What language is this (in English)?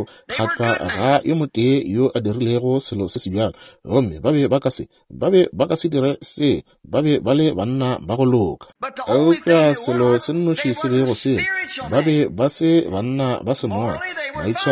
Northern Sotho